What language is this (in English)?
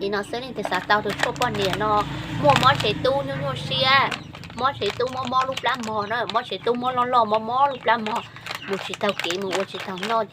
Hmong